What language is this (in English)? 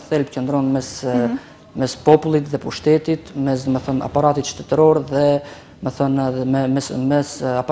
Albanian